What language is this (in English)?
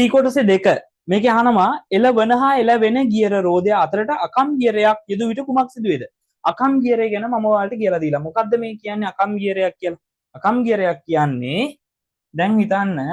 Sinhala